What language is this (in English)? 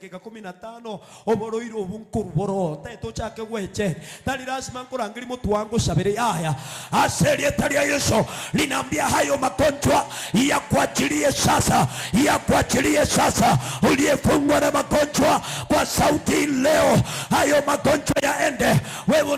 Gusii